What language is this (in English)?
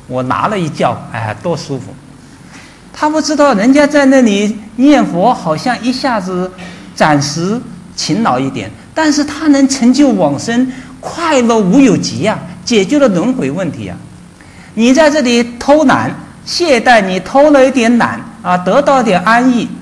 Chinese